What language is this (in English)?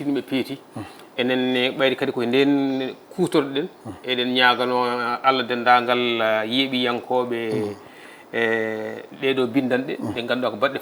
Fula